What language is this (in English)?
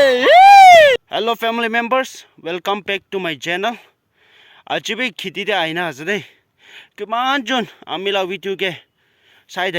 Naga Pidgin